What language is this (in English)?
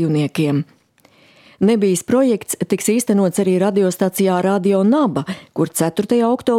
Latvian